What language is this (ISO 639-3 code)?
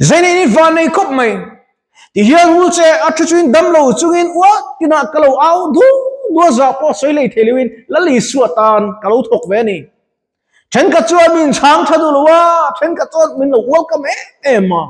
lus